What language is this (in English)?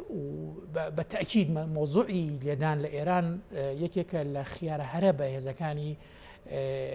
Central Kurdish